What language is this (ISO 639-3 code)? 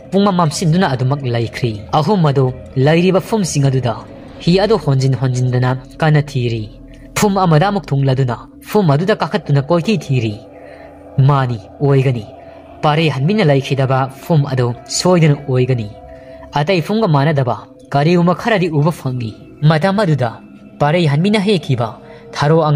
mni